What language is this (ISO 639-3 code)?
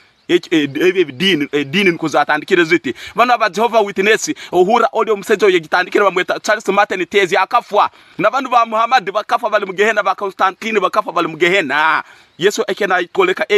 ttj